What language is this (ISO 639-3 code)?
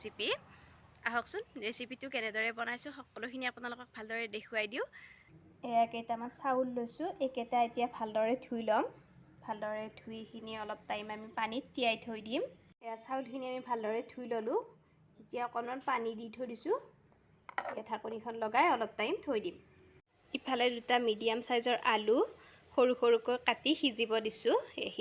asm